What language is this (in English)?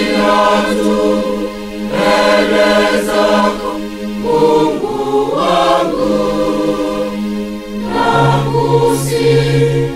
Swahili